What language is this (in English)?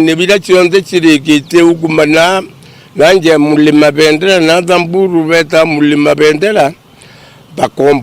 Meru